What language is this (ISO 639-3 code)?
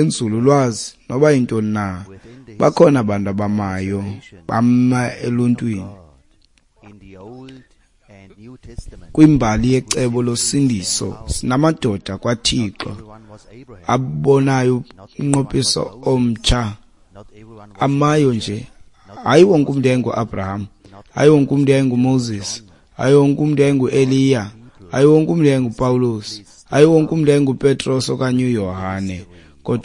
xho